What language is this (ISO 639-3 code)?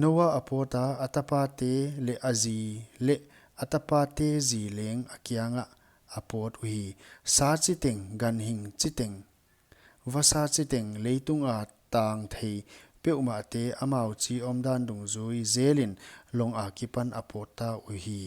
pck